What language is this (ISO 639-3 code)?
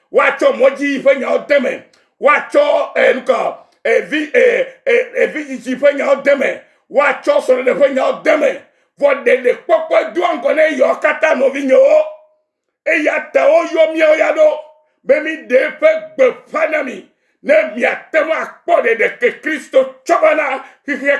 ewe